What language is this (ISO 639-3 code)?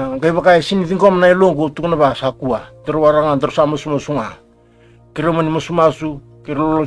fij